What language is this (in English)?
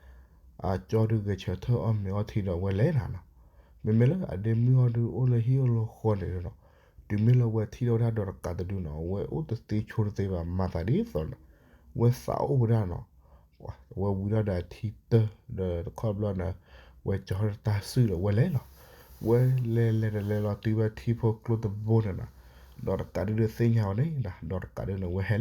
S'gaw Karen